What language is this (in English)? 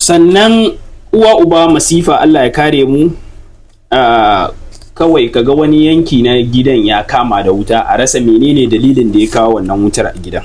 Hausa